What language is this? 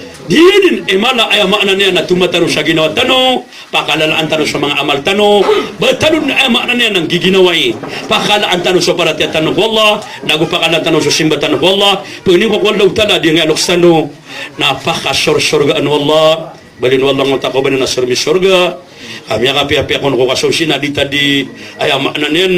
Maranao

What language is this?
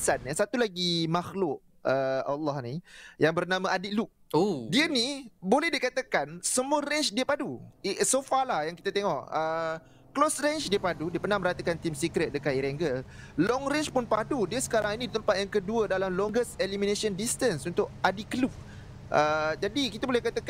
Malay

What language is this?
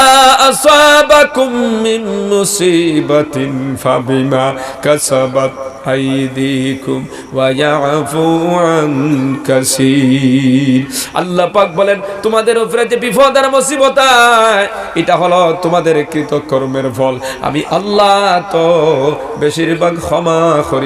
Sylheti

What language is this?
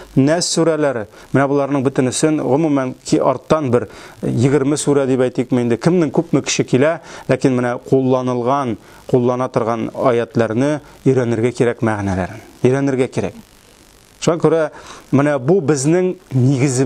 Tatar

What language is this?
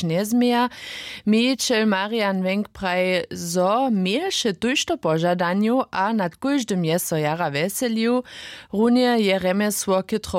Upper Sorbian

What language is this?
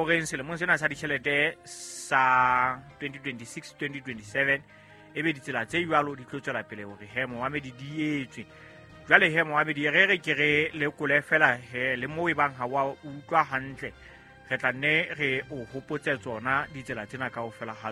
Southern Sotho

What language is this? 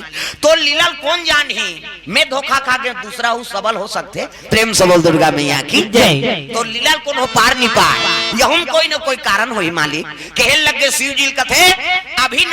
Chhattisgarhi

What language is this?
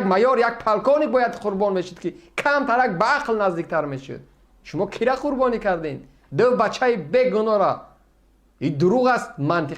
Tajik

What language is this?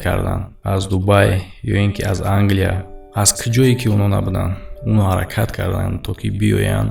Tajik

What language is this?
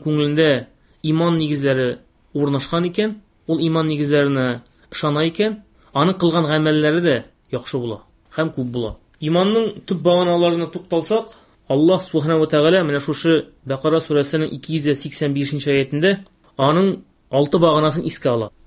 Tatar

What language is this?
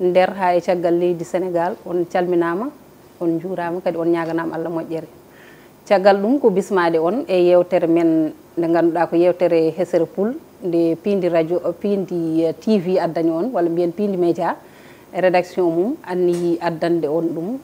Fula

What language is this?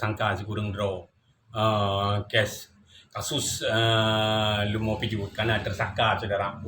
Achinese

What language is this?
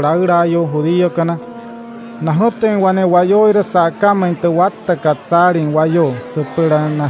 Wayuu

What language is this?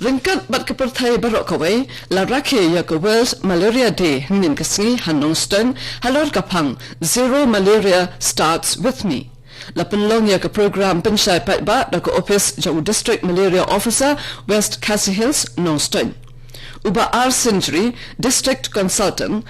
Khasi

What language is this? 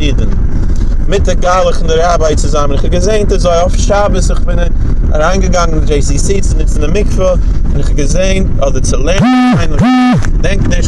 Yiddish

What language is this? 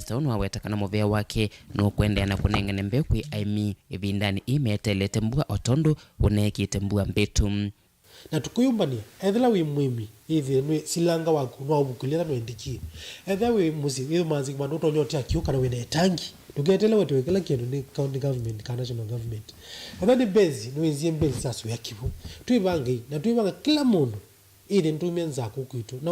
Kamba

